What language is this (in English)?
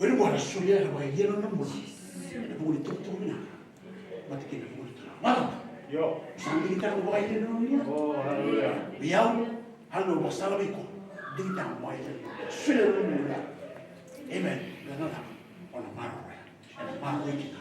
Fijian